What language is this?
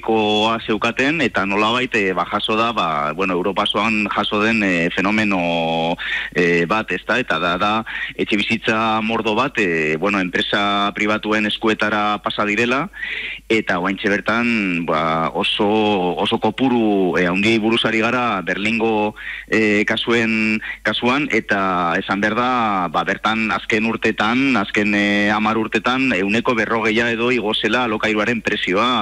Basque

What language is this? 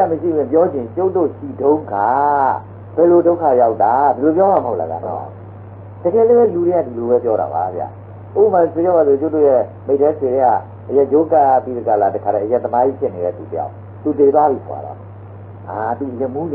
Burmese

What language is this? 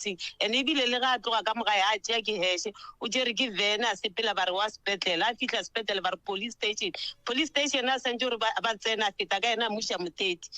Northern Sotho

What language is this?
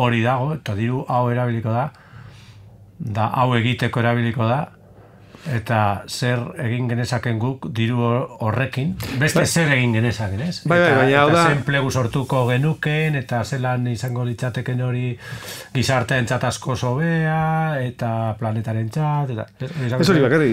Basque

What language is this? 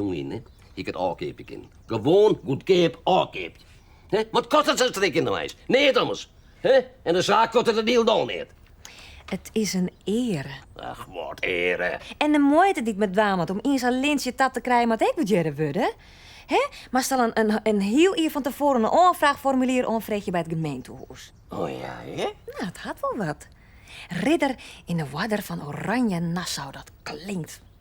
Western Frisian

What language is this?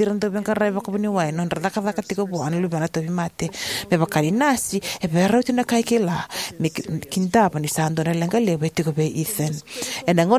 Fijian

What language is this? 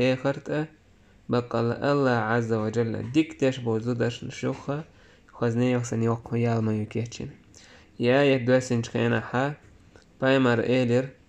Chechen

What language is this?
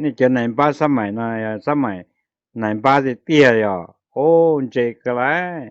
Hmong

